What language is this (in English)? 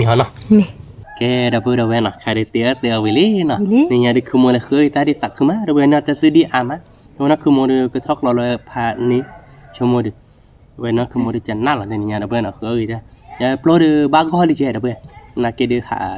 S'gaw Karen